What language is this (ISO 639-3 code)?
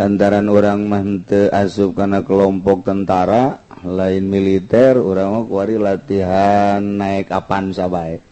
sun